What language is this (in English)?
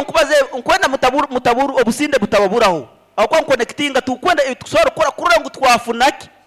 Nyankole